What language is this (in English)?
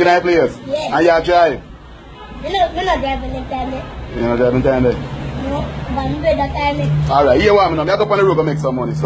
Jamaican Creole English